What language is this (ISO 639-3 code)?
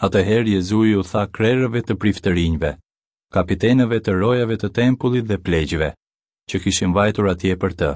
sqi